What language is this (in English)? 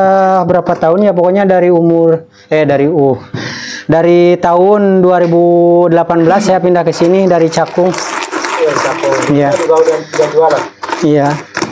Indonesian